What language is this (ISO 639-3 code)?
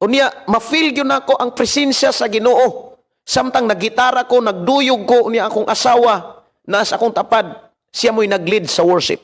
ceb